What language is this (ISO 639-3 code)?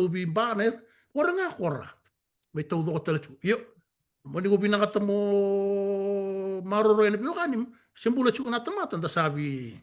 fij